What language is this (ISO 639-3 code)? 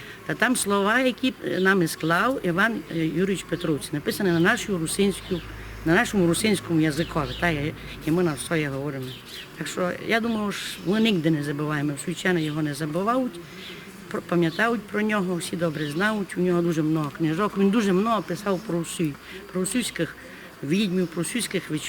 rue